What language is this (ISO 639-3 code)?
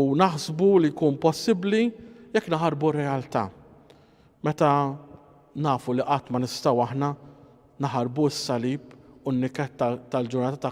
mlt